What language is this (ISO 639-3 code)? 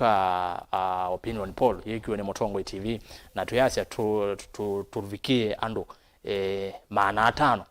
kam